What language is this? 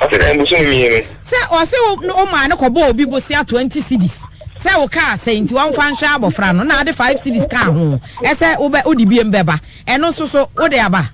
Akan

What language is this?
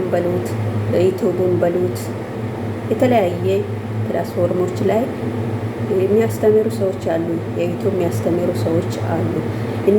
Amharic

